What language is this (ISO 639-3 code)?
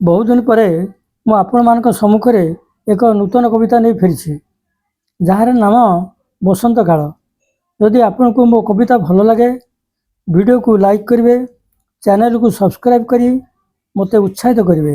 ori